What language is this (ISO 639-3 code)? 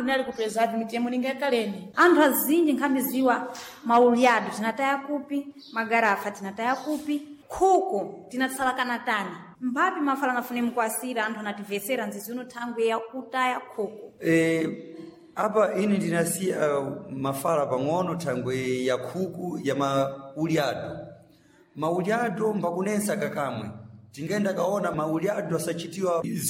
seh